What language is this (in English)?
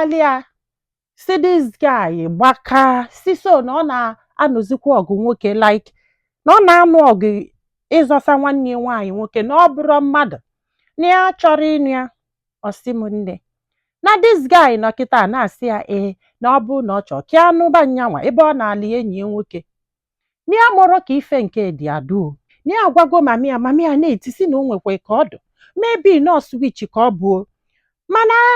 Igbo